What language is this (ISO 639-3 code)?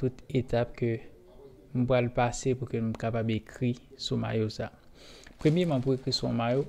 hat